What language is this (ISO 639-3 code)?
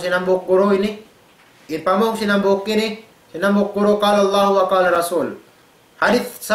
tsg